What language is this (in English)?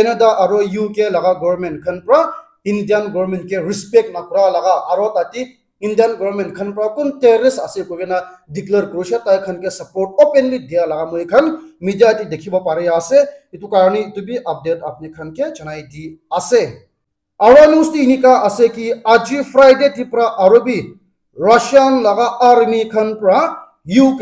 Naga Pidgin